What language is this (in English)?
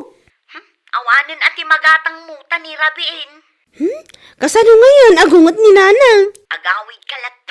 Iloko